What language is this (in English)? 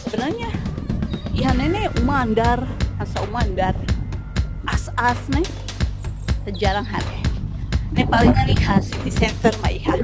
Tetum